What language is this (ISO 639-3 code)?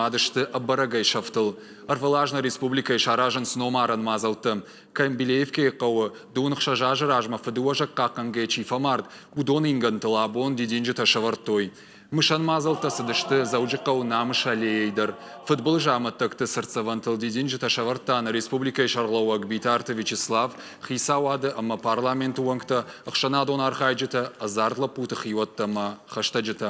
oss